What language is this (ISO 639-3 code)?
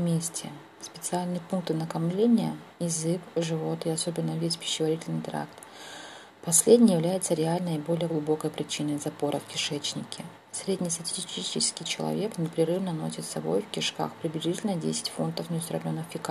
rus